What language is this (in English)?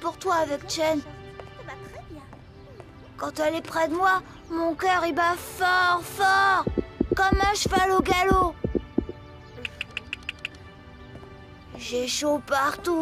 French